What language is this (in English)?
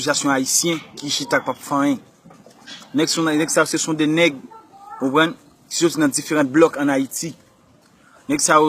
Haitian Creole